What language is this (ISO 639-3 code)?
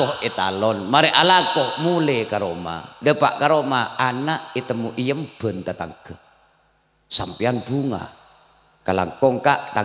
mad